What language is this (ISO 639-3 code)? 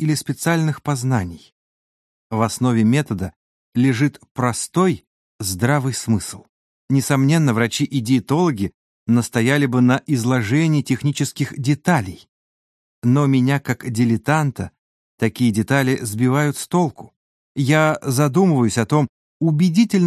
rus